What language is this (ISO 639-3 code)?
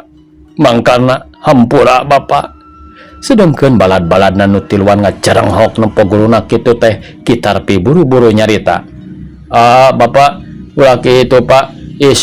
sun